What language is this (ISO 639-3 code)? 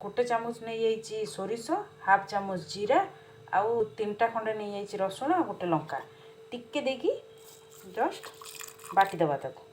ori